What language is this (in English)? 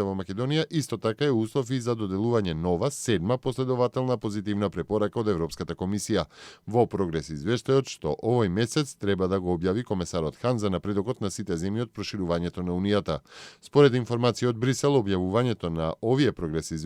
Macedonian